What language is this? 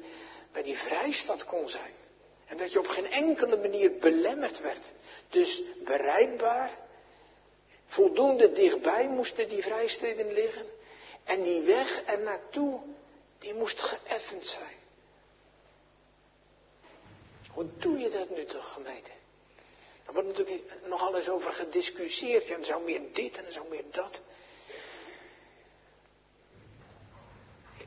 Dutch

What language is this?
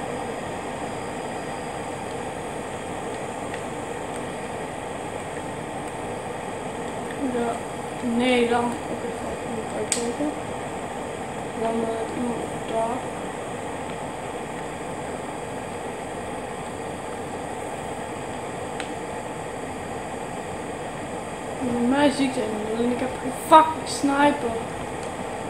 Dutch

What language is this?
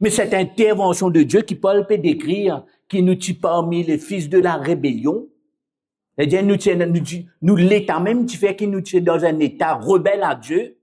Morisyen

